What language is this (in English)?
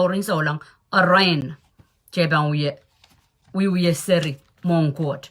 Pohnpeian